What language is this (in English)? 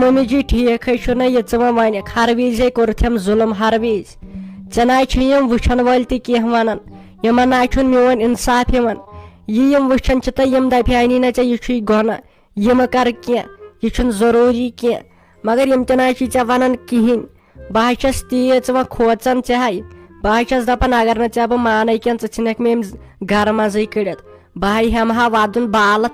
Kashmiri